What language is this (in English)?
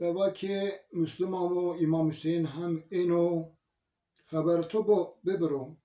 Zaza